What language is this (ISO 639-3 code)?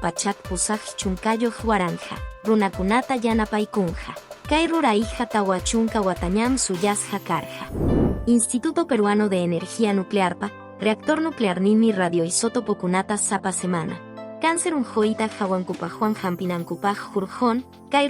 que